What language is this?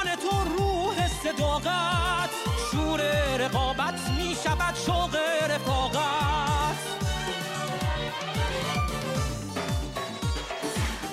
Bosnian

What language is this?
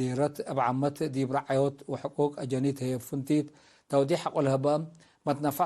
Tigre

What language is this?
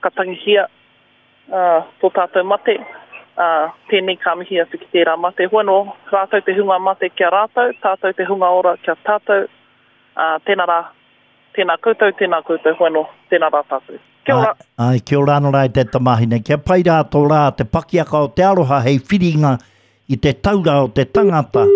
Māori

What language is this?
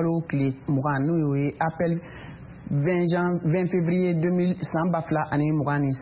Bambara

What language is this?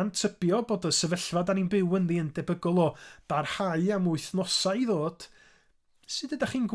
Welsh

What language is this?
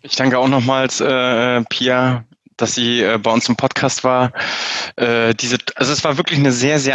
German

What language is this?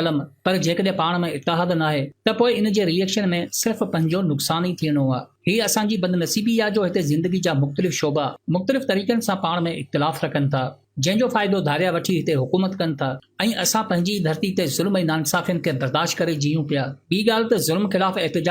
Sindhi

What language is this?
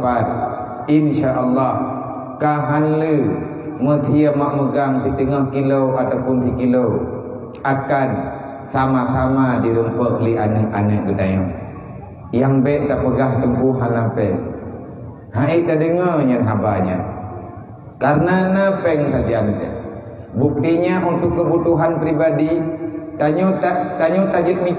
Achinese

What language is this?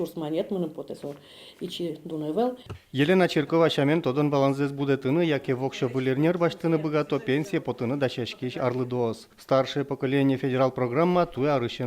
Udmurt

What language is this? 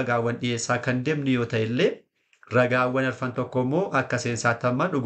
Oromo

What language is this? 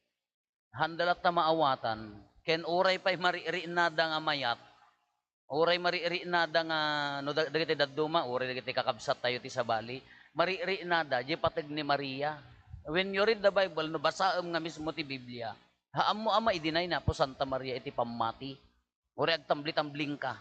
Iloko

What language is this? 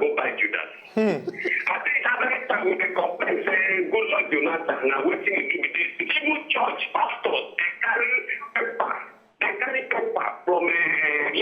Nigerian Pidgin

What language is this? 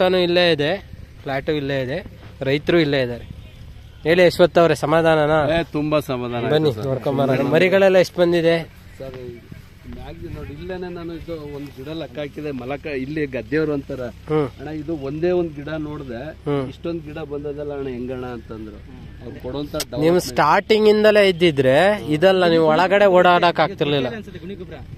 Kannada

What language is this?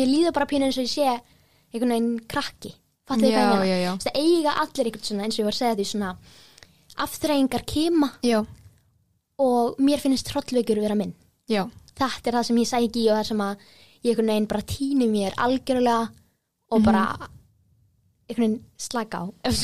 Icelandic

